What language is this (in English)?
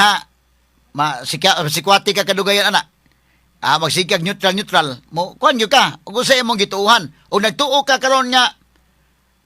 Cebuano